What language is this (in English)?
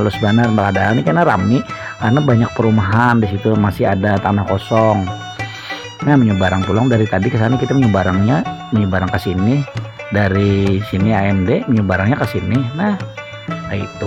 Banjar